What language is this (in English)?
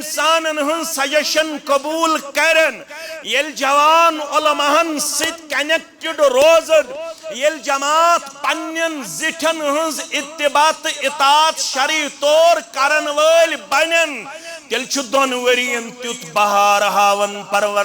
Kashmiri